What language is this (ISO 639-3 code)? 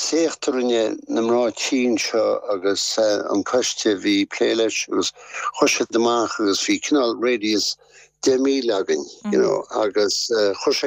gle